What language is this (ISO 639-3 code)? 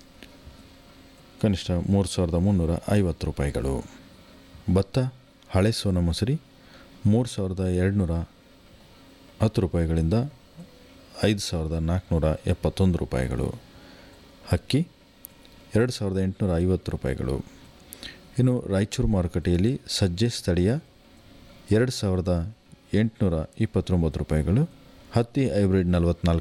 kan